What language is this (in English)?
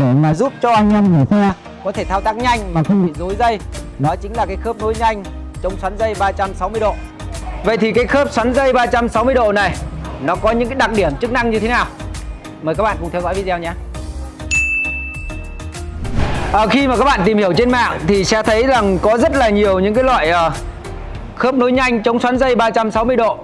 Vietnamese